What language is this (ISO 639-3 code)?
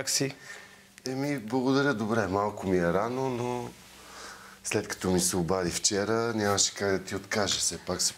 bul